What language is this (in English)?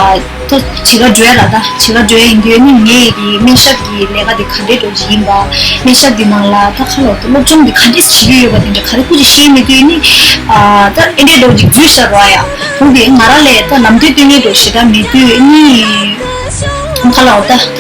Tibetan